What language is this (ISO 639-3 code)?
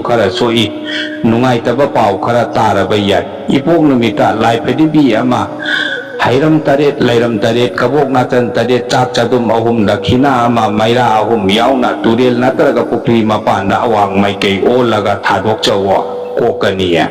mni